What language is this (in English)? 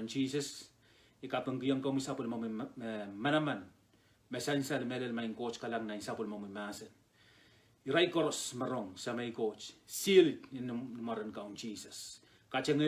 Pohnpeian